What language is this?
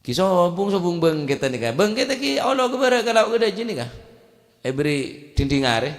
Madurese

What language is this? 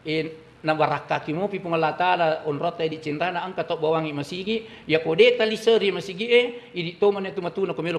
Buginese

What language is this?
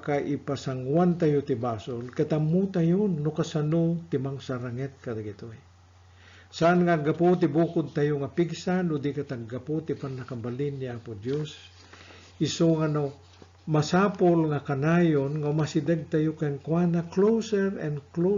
Iloko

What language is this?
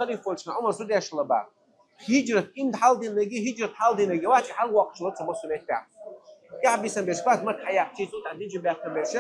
Chechen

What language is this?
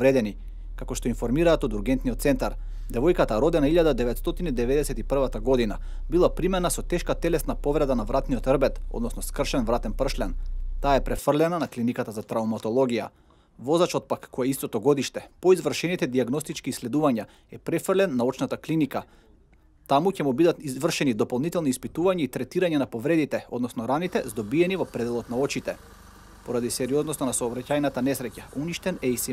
Macedonian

